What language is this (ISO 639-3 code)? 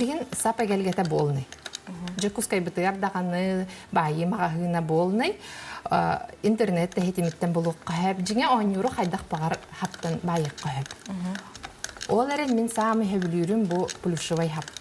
sah